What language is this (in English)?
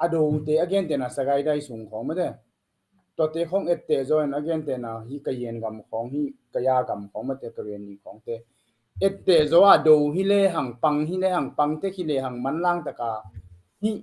Tedim Chin